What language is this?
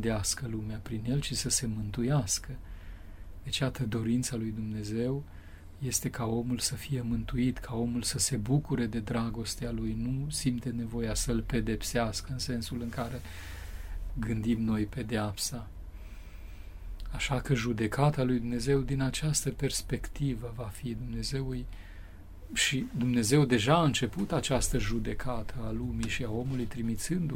Romanian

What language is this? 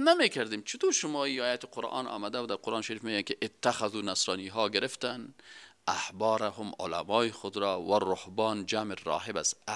Persian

